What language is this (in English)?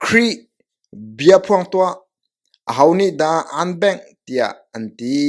Hakha Chin